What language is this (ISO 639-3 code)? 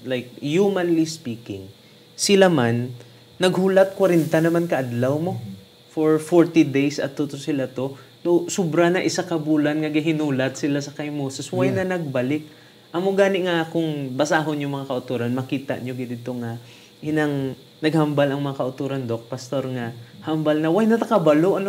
hil